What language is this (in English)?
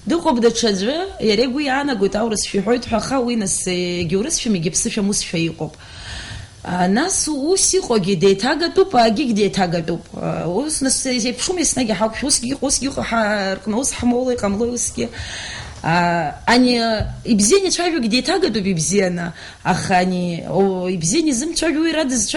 Abkhazian